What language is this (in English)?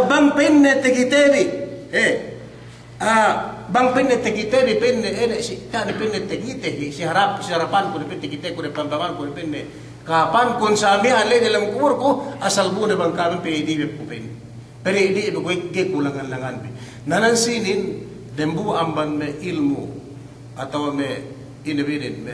Yakan